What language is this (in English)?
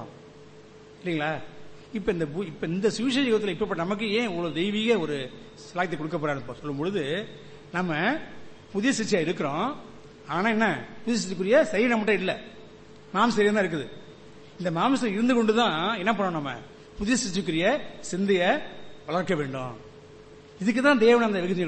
Tamil